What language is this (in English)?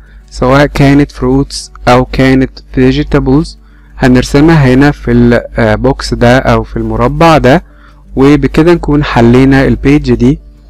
Egyptian Arabic